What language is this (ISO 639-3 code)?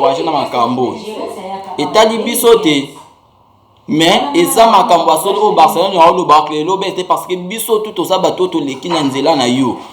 lin